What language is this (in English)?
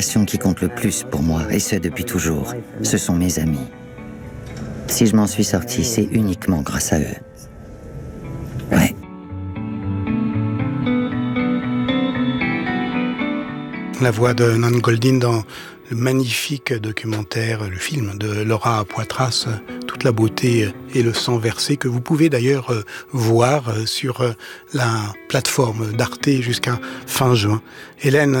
French